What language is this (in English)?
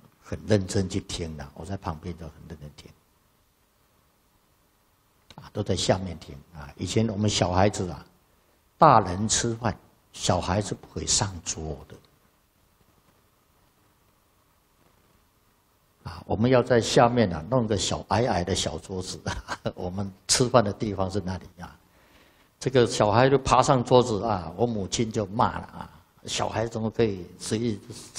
Chinese